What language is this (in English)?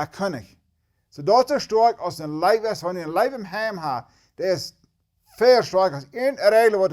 Plautdietsch